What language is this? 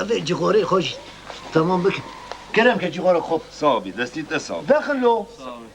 Kurdish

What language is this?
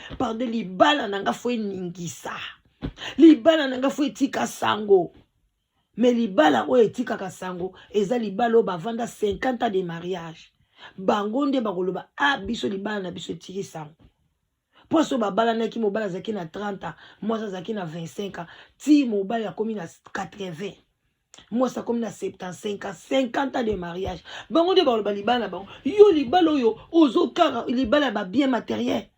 Lingala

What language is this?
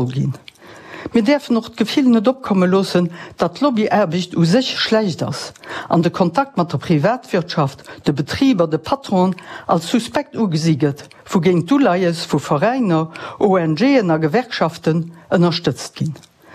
Luxembourgish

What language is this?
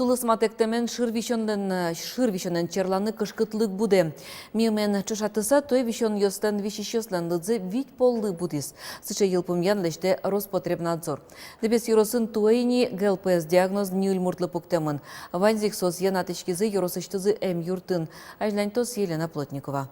Udmurt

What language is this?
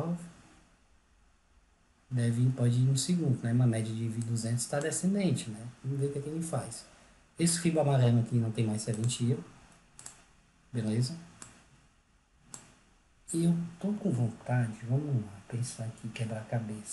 Portuguese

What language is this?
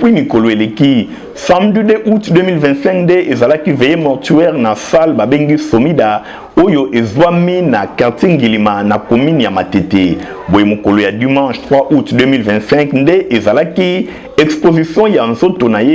Lingala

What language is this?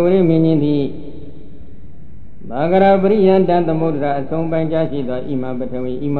Burmese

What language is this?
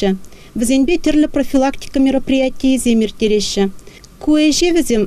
Chuvash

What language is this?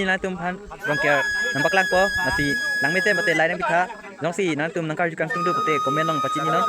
Karbi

